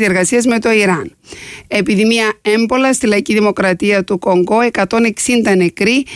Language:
Greek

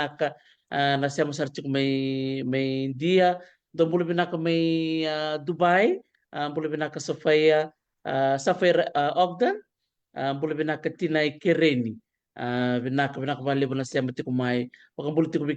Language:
Fijian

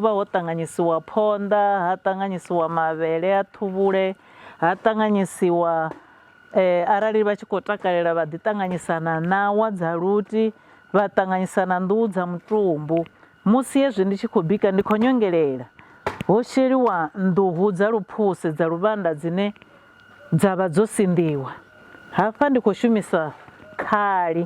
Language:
Venda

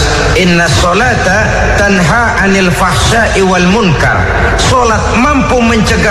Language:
Indonesian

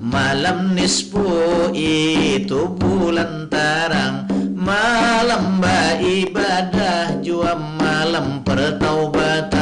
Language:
Banjar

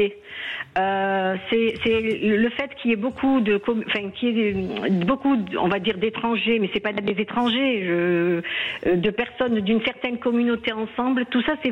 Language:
French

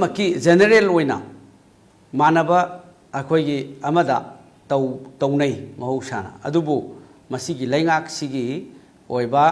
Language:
Manipuri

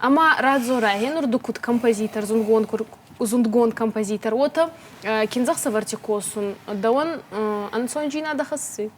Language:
Ossetic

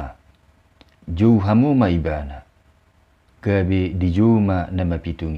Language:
Batak Toba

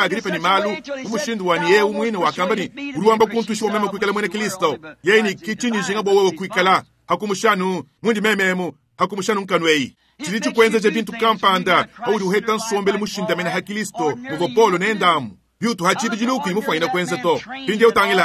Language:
Luba-Lulua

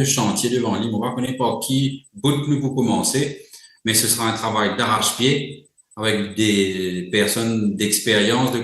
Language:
Morisyen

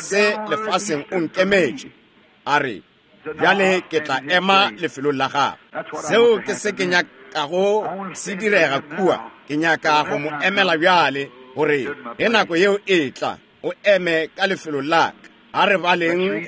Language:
Northern Sotho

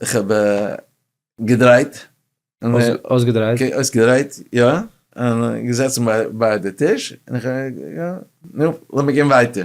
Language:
Yiddish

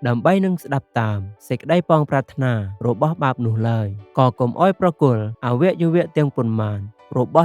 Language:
Khmer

